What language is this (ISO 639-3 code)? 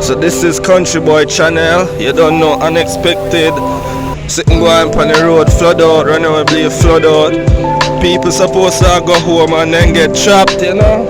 jam